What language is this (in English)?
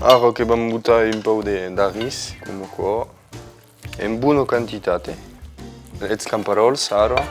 Occitan